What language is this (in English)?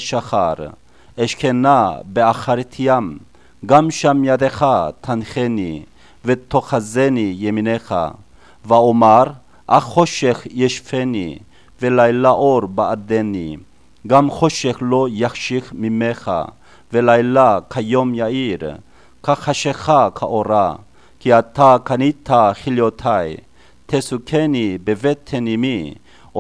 Hebrew